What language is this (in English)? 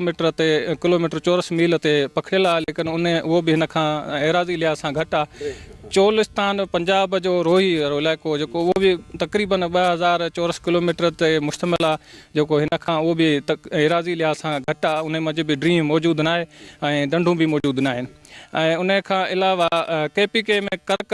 Sindhi